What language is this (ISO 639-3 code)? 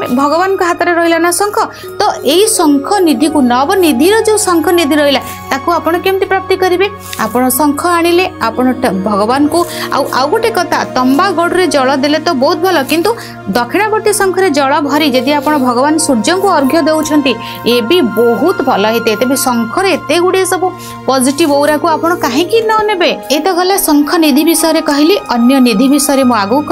ori